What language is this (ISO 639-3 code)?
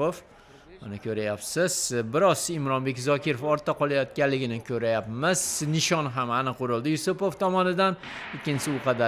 uzb